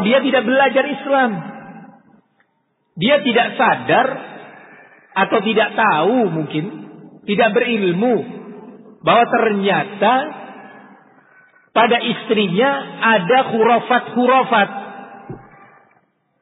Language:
Indonesian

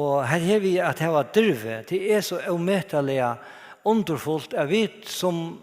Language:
Faroese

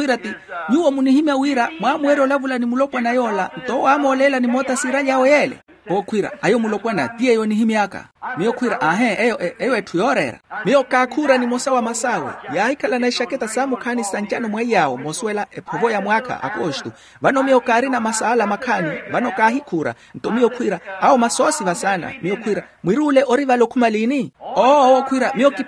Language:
Makhuwa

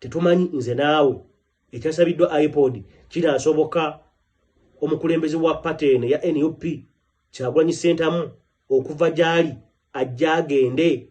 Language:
Ganda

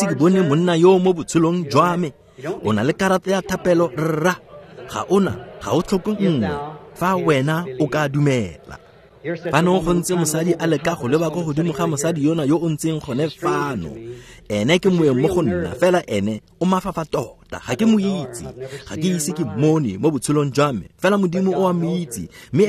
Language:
Tswana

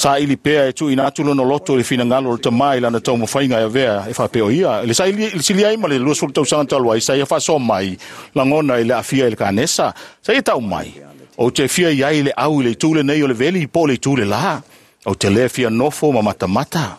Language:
Samoan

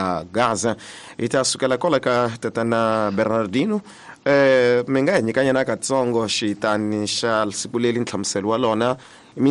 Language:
Tsonga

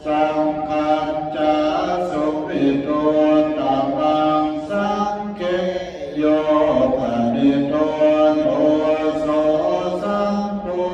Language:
Pali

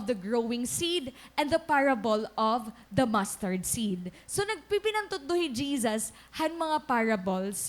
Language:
Waray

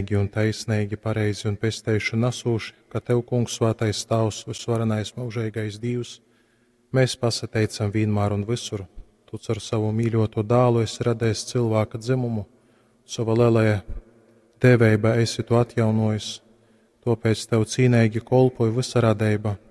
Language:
Latgalian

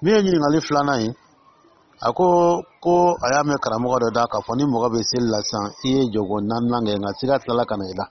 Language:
Dyula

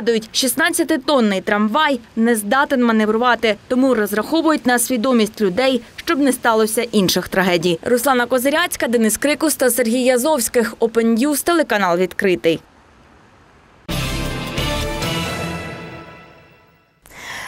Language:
Ukrainian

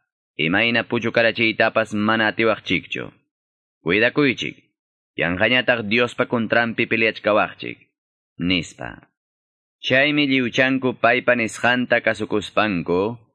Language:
Quechua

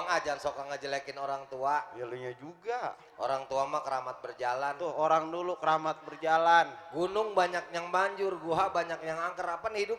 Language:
Betawi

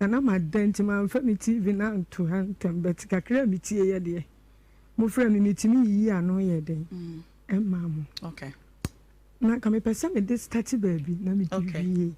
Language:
Akan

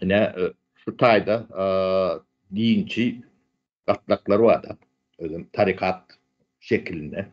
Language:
Turkmen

